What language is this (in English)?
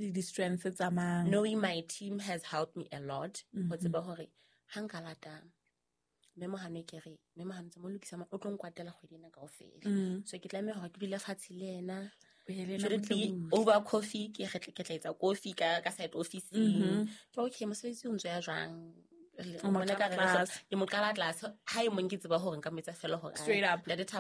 Southern Sotho